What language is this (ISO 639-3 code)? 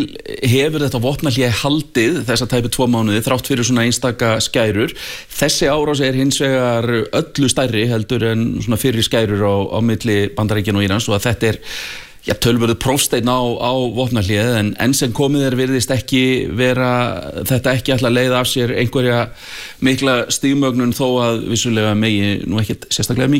isl